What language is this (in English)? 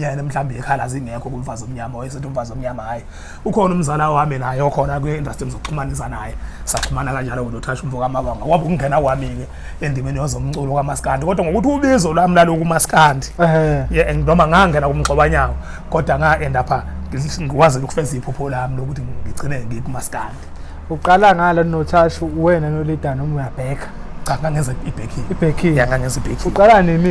Zulu